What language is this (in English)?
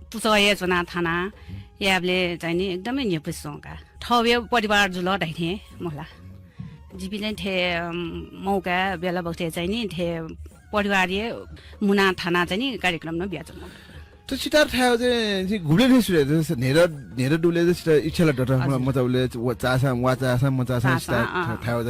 Newari